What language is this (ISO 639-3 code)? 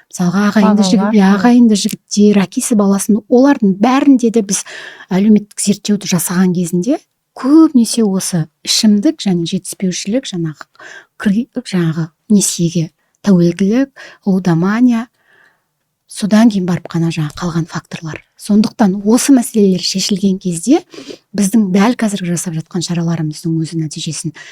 kaz